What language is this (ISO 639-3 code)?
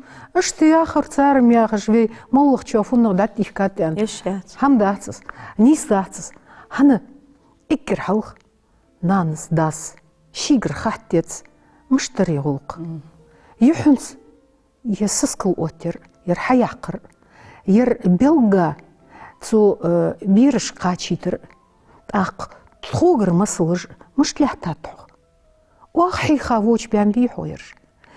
inh